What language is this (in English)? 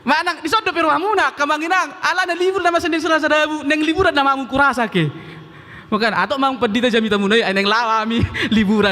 Batak Toba